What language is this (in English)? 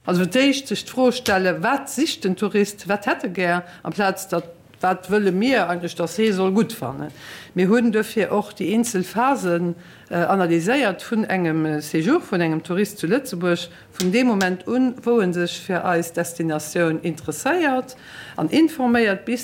Luxembourgish